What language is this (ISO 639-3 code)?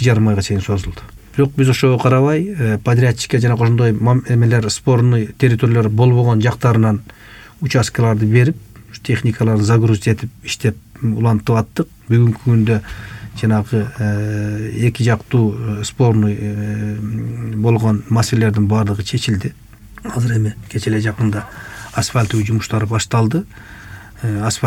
kir